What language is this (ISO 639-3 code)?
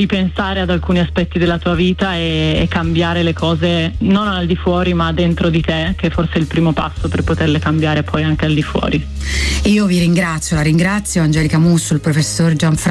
ita